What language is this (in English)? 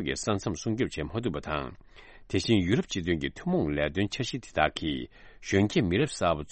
Tibetan